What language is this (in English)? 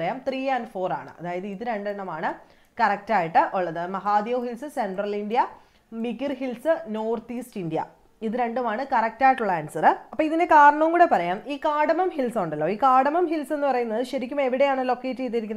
Malayalam